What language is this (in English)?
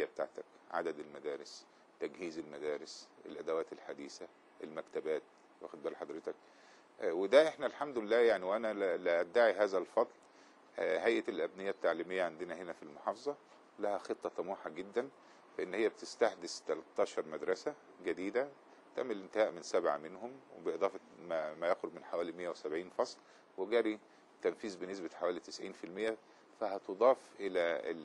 Egyptian Arabic